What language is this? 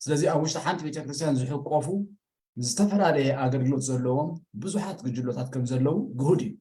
Tigrinya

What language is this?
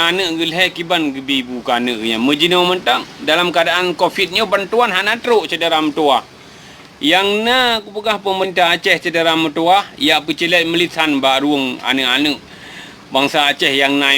Achinese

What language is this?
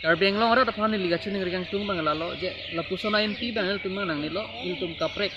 Karbi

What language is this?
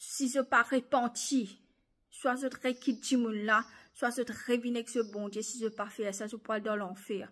Morisyen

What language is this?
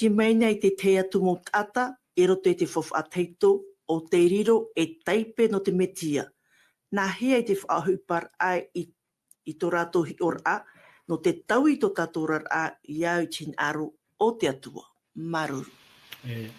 Tahitian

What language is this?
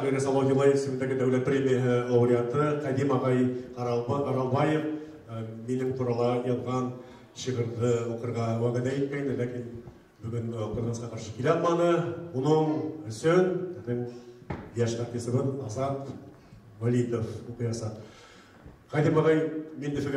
Bashkir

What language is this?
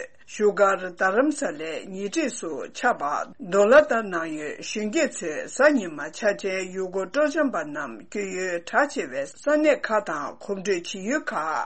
Tibetan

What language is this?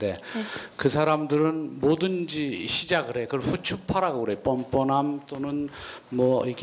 Korean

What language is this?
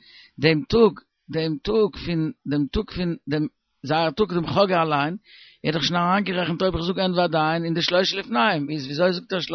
Yiddish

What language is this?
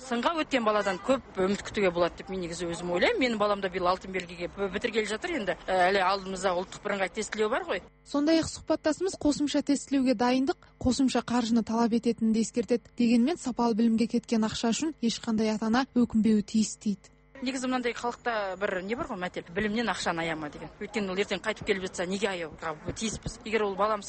Kazakh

